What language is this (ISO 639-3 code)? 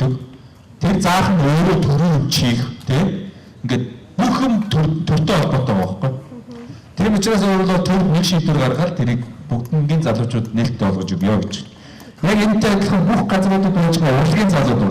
mon